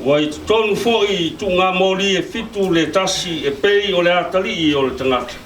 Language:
Samoan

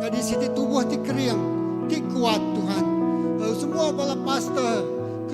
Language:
Iban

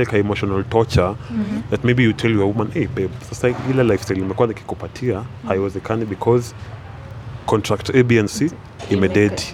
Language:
Swahili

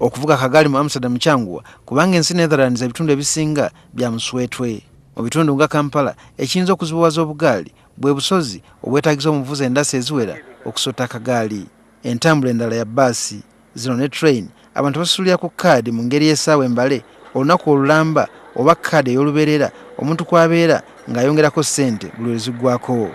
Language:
Ganda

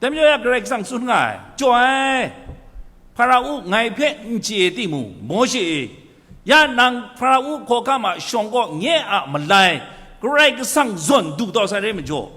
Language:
Kachin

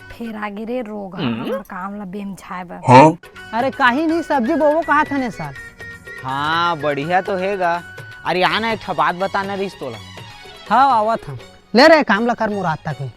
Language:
Chhattisgarhi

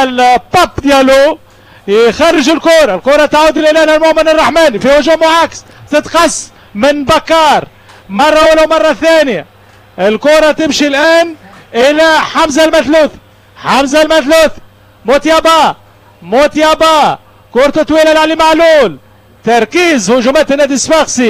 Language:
Tunisian Arabic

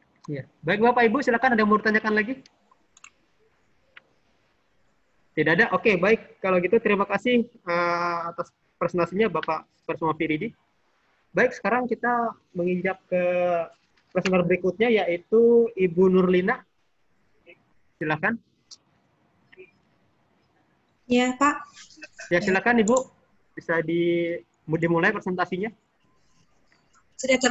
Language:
Indonesian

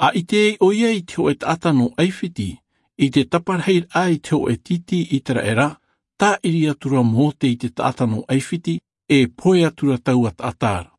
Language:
Tahitian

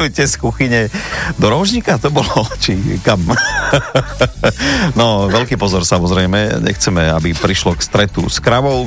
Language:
Slovak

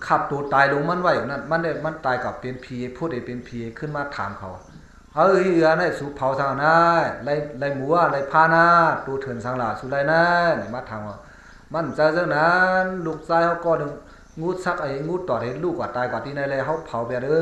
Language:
Shan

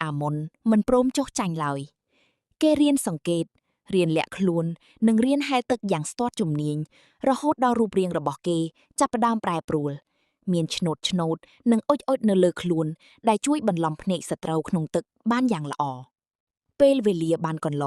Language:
Khmer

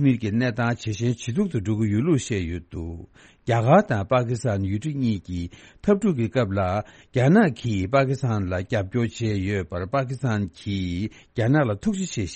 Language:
Tibetan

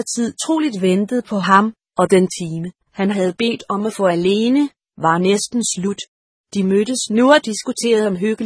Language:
Danish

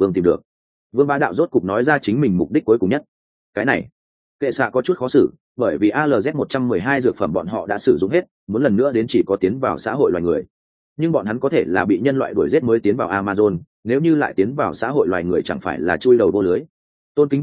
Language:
Vietnamese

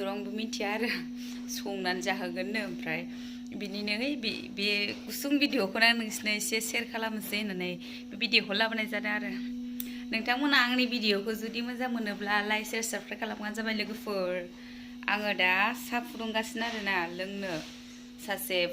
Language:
Bodo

